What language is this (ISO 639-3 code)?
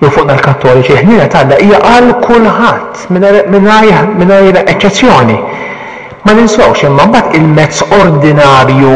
mlt